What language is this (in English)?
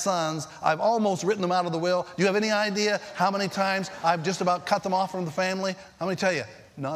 English